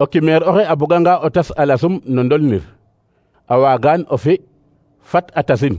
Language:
Serer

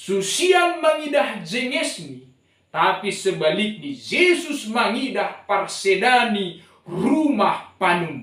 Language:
Batak Simalungun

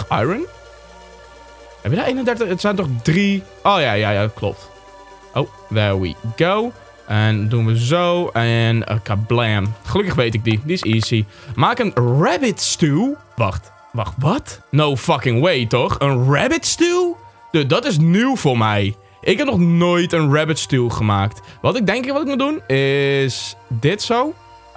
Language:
Dutch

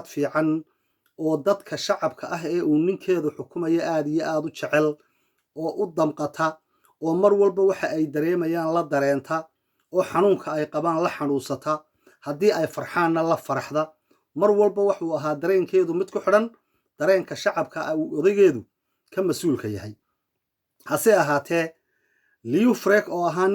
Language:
Somali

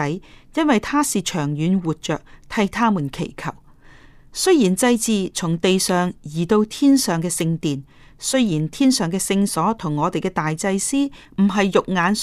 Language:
Cantonese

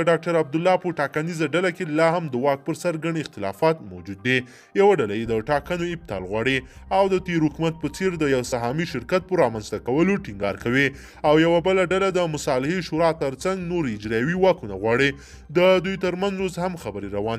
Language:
Pashto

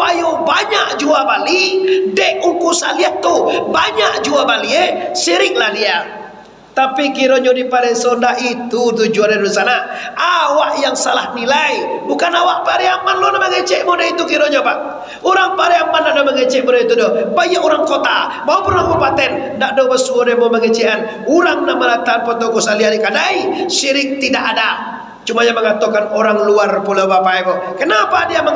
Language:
Minangkabau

